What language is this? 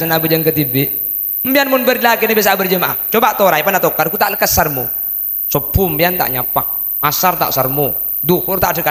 Madurese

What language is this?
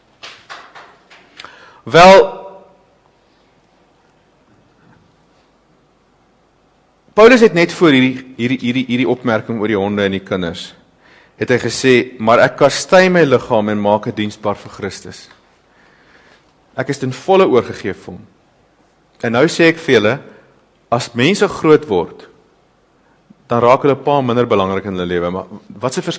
Afrikaans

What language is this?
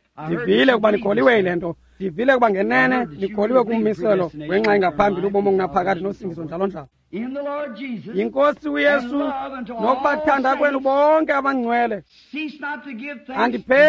Xhosa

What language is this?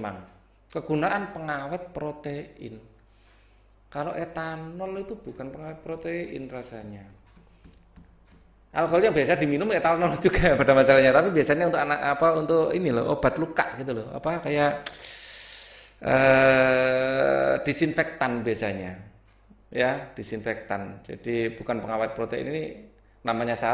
Indonesian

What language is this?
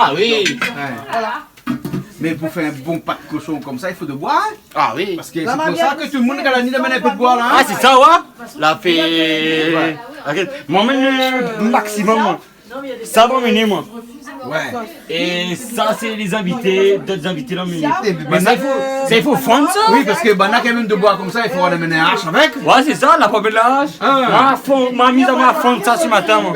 Réunion Creole French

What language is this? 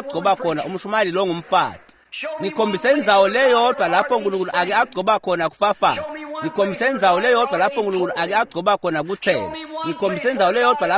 Swati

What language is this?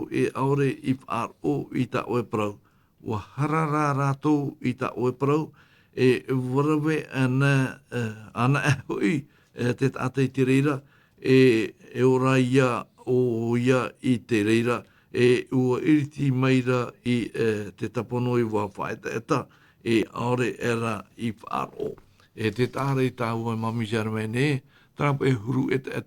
Tahitian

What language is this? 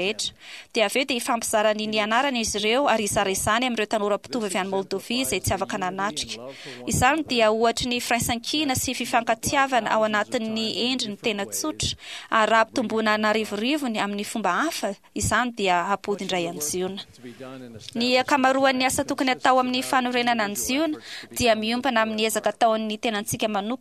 Malagasy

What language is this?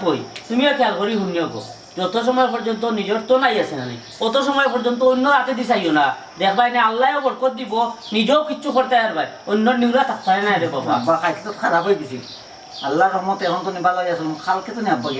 Sylheti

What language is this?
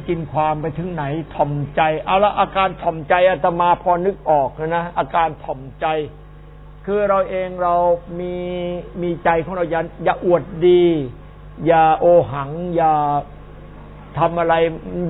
Thai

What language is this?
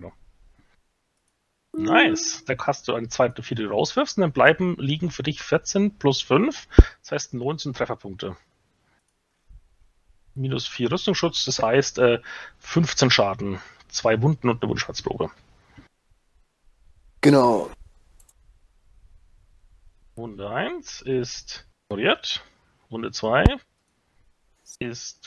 German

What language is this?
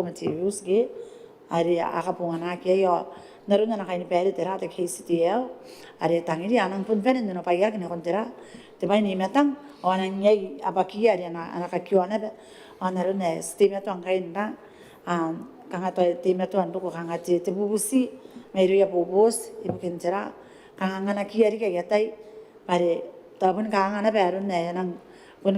Gilbertese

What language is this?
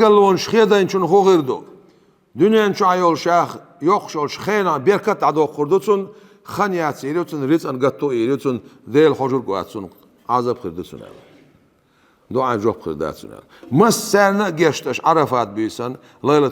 Chechen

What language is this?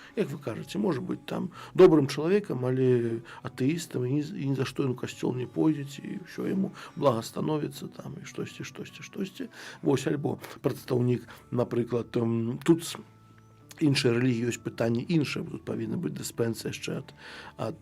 Belarusian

